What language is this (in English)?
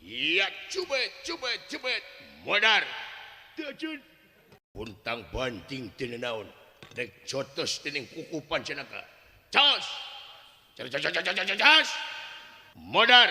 Sundanese